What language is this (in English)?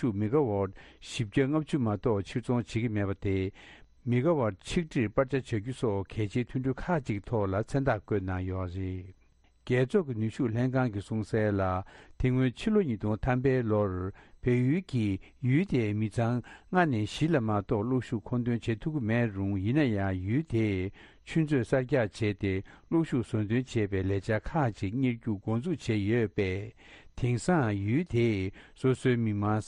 Tibetan